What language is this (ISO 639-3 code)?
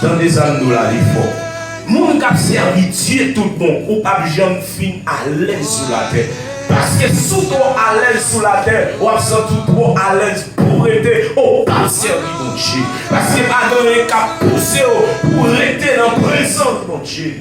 hat